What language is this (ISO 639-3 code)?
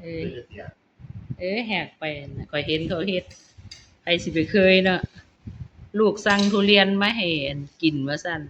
tts